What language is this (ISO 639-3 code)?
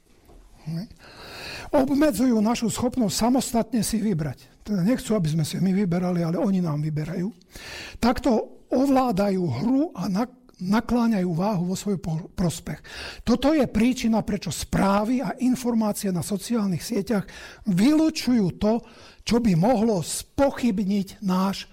slk